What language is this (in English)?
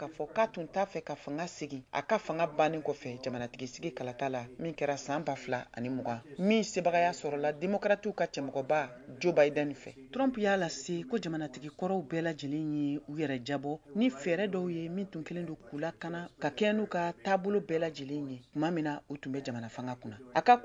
Bambara